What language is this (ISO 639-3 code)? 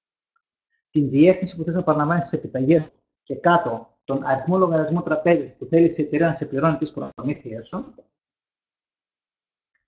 ell